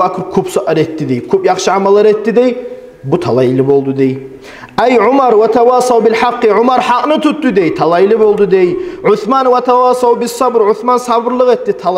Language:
Kumyk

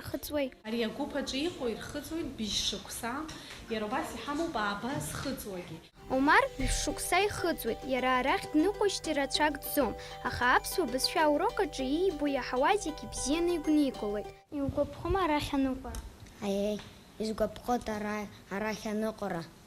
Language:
Abkhazian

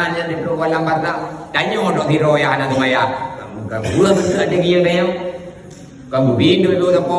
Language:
Achinese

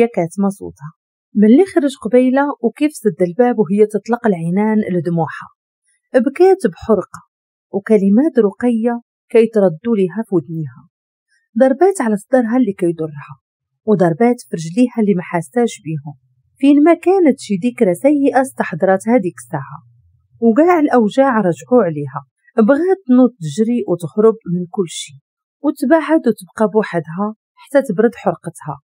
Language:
Moroccan Arabic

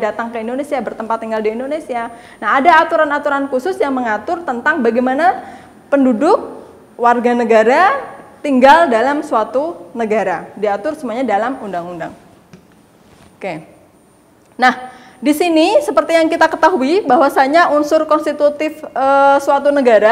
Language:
Indonesian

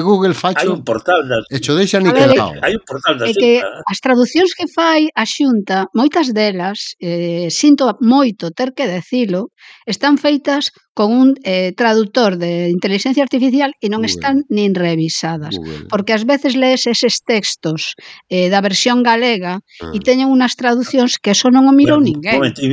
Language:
Galician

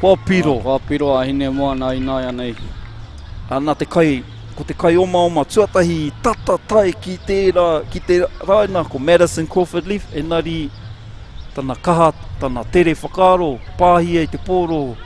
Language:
Māori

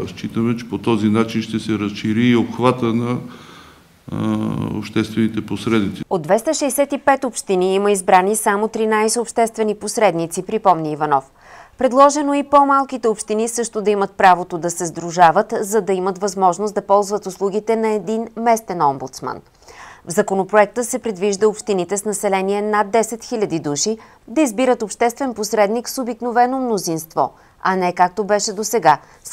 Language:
Bulgarian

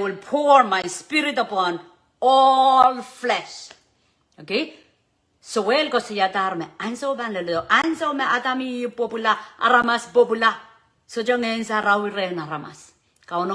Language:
Pohnpeian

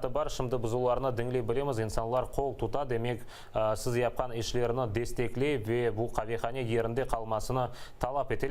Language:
Crimean Tatar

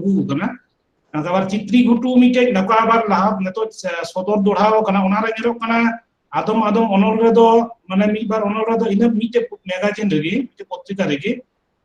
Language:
Santali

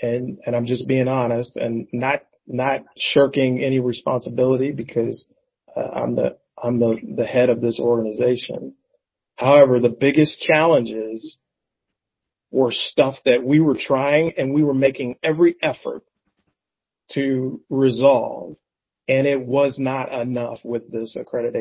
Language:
English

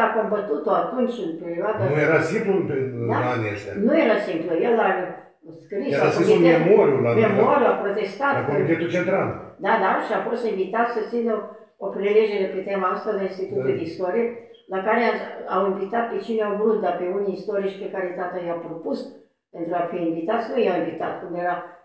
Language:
Romanian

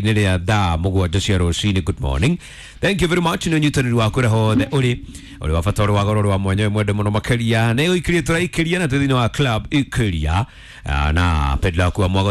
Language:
Kikuyu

